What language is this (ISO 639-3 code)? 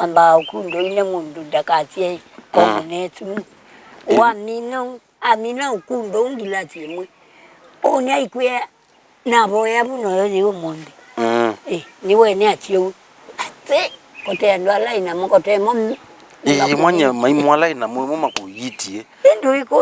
kam